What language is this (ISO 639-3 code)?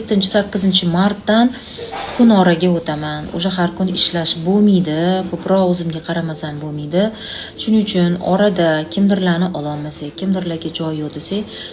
uzb